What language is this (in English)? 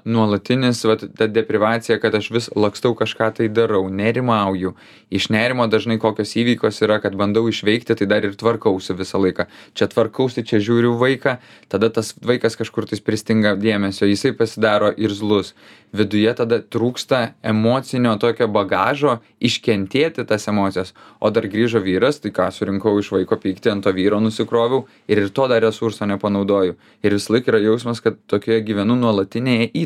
Lithuanian